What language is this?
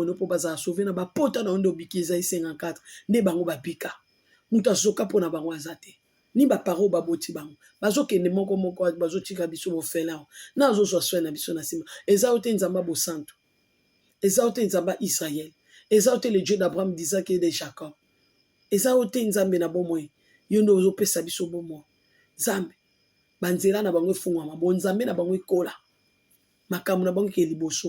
Lingala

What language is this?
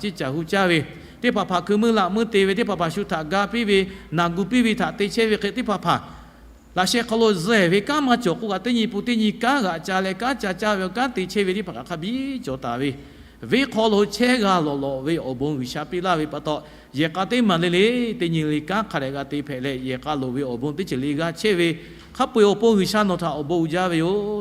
Lahu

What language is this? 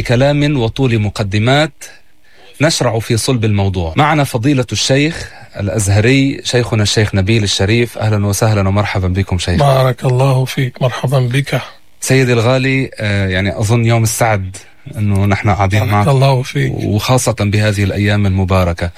North Levantine Arabic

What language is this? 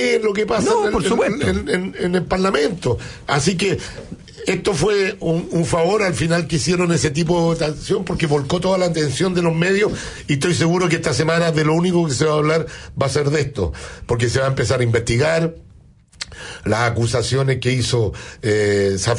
Spanish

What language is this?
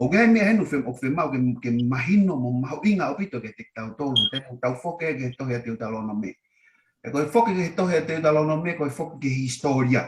Tongan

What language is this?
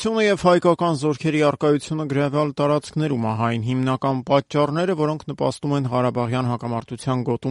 Armenian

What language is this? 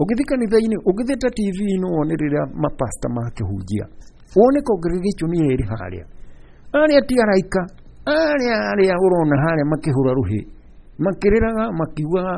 Kikuyu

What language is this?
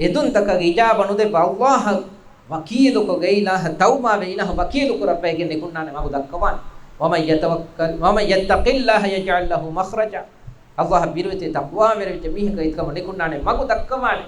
Divehi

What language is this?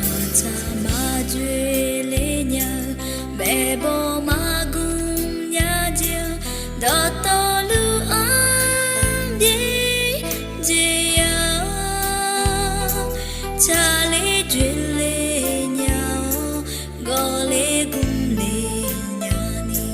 Akha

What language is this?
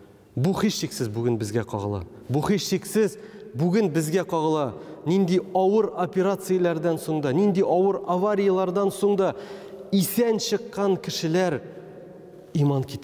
Tatar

